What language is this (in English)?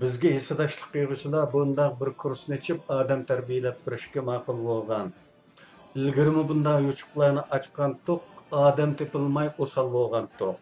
Uyghur